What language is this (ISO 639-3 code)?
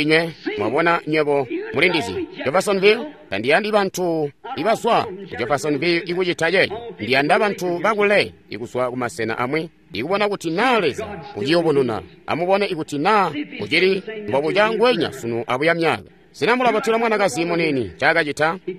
toi